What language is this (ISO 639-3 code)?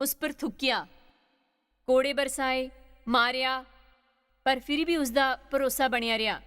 doi